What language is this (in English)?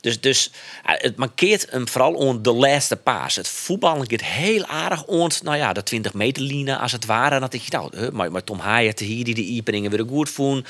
Western Frisian